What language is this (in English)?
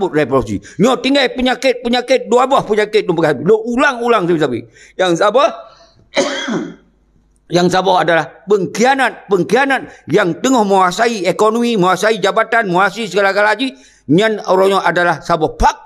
Achinese